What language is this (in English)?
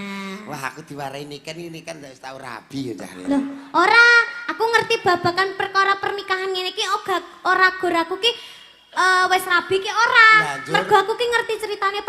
Javanese